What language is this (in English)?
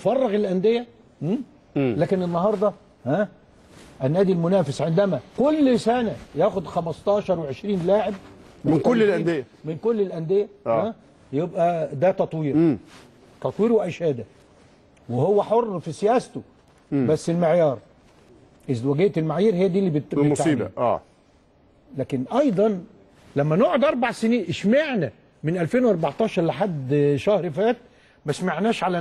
Egyptian Arabic